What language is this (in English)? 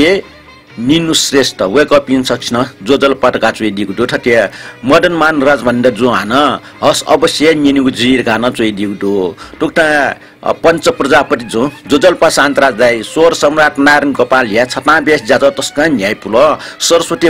Newari